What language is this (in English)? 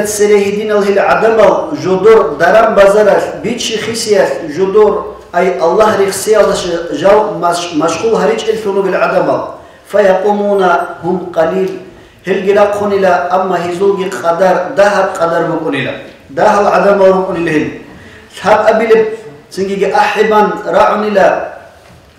Avaric